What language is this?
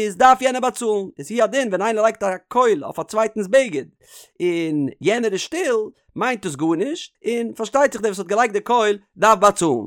Yiddish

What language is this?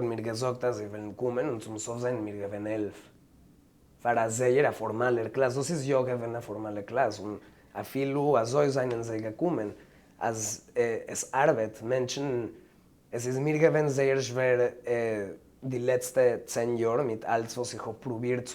Yiddish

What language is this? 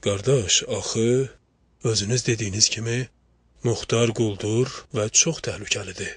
Azerbaijani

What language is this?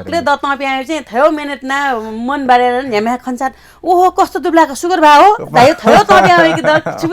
Newari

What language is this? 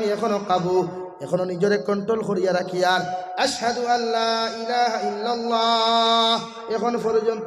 Sylheti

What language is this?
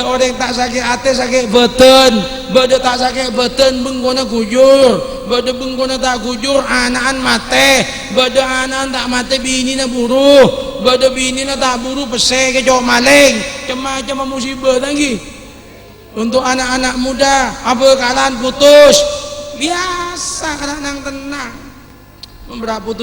Madurese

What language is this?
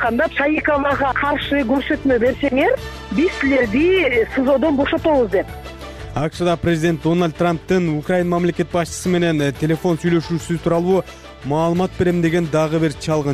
Kyrgyz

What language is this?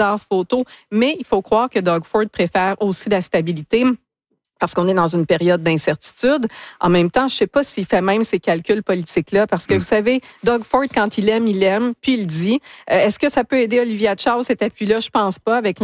French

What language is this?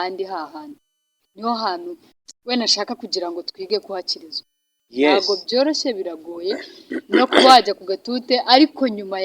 Kinyarwanda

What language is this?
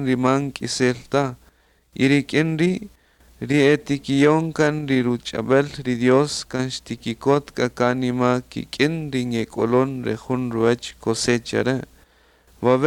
Kaqchikel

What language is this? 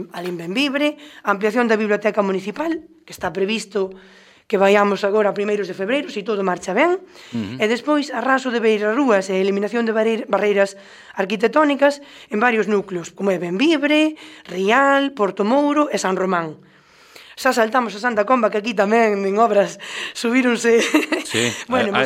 Galician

